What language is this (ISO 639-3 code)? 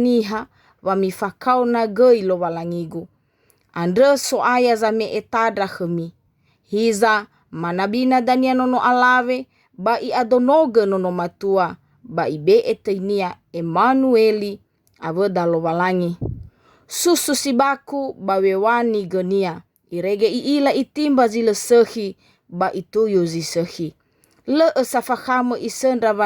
nia